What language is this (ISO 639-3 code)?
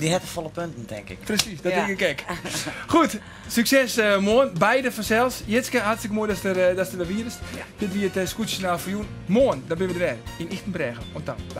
fry